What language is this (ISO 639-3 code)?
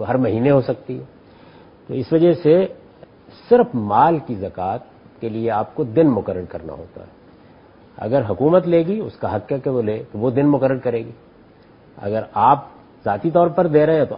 urd